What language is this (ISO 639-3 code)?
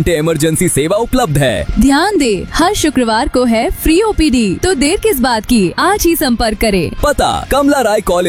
hin